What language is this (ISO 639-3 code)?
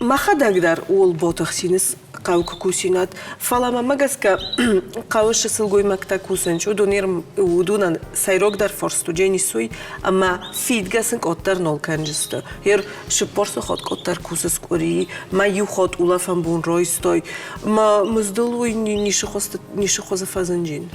oss